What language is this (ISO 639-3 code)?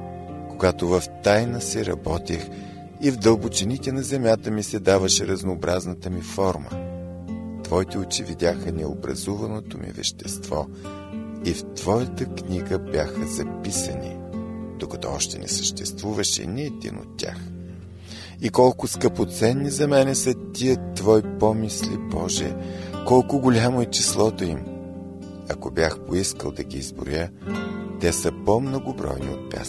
bul